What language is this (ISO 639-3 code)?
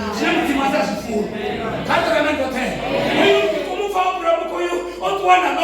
ven